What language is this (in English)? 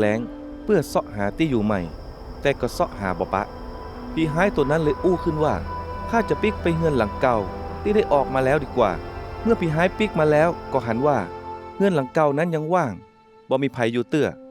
Northern Thai